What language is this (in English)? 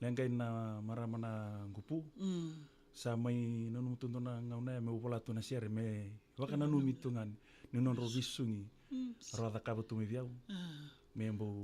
Fijian